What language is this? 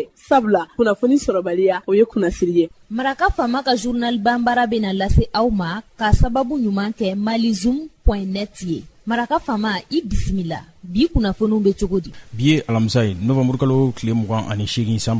Bambara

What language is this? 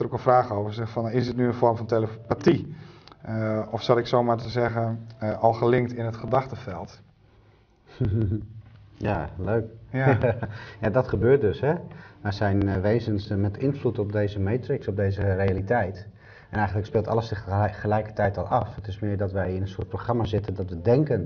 Dutch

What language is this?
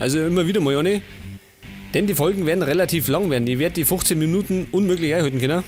Bavarian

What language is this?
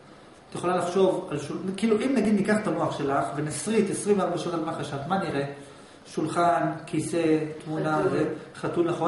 Hebrew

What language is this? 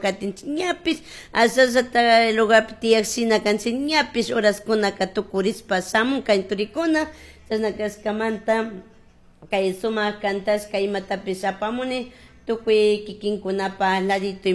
Chimborazo Highland Quichua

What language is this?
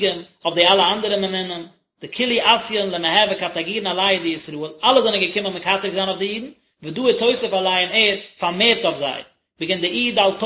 Yiddish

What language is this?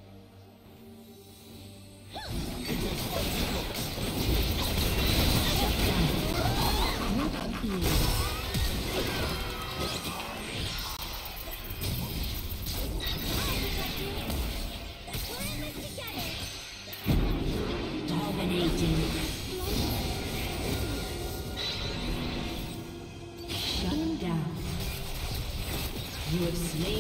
English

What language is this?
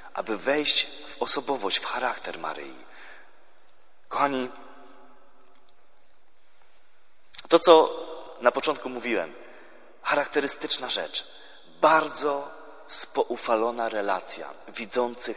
Polish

